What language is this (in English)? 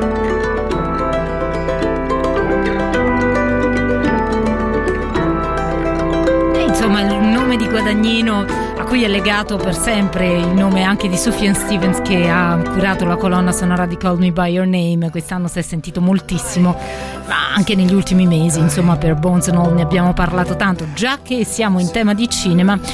Italian